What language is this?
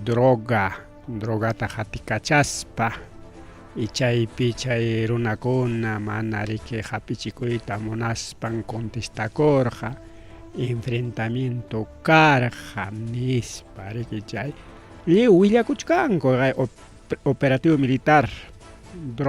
Ayacucho Quechua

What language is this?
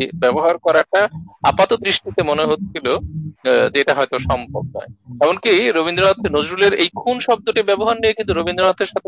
Bangla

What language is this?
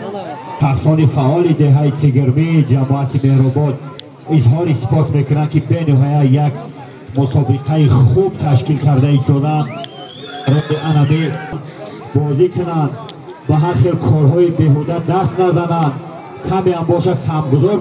Tajik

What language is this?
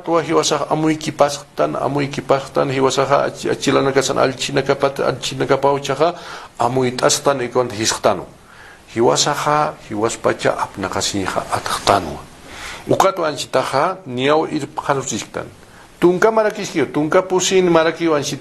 Aymara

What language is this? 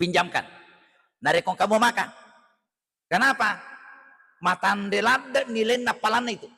Buginese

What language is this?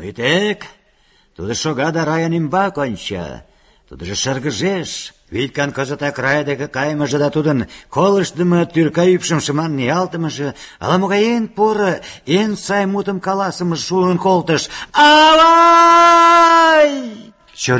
Mari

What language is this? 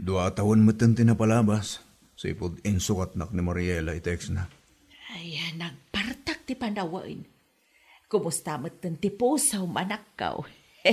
Iloko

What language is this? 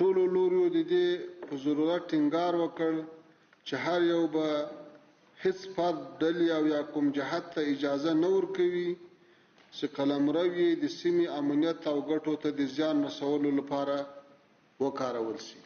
Pashto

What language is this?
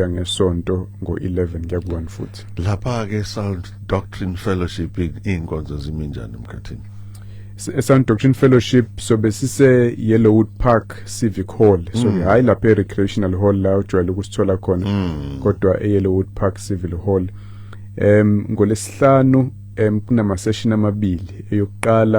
Zulu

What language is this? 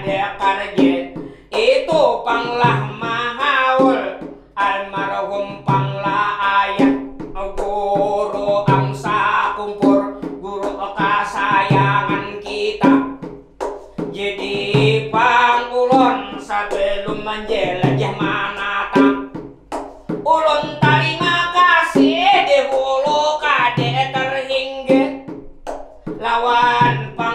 Banjar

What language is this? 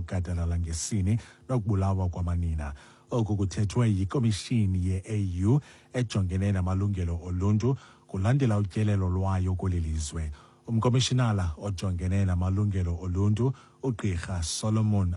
Xhosa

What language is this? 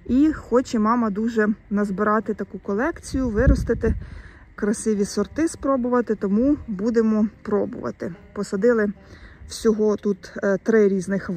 Ukrainian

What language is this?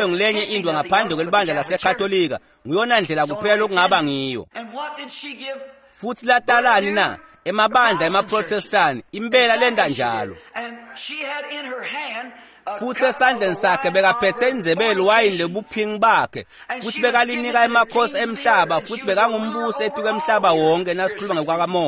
Swati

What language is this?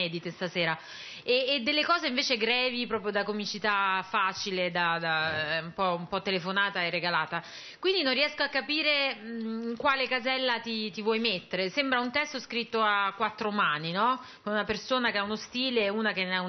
Italian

